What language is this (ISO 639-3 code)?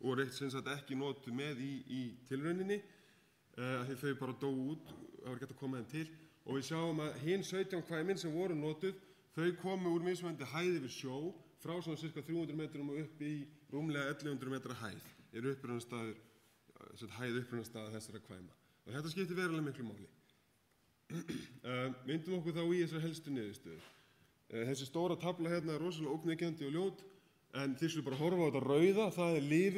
isl